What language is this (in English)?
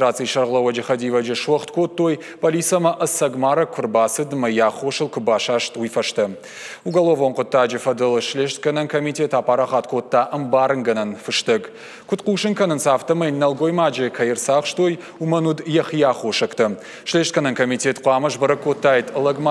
Ossetic